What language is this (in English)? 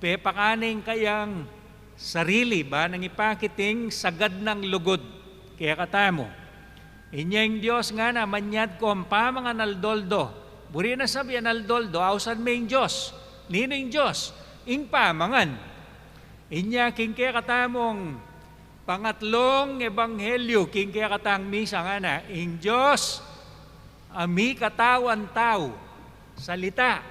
Pampanga